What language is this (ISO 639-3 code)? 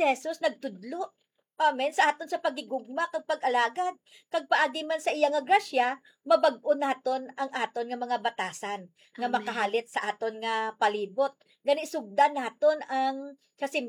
hil